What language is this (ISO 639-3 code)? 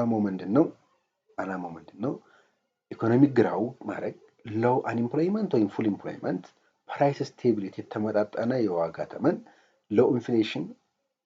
amh